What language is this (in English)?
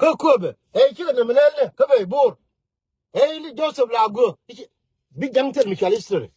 Nuer